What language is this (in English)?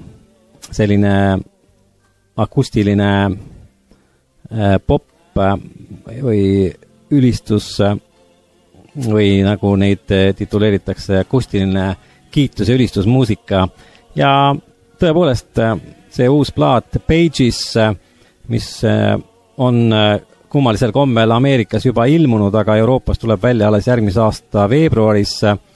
Estonian